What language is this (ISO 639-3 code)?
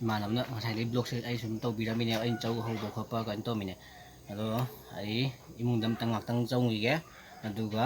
mni